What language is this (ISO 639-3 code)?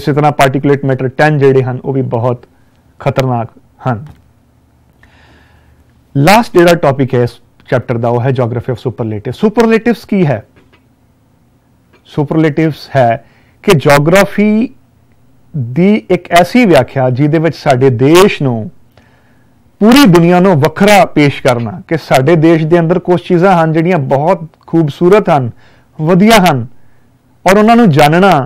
pan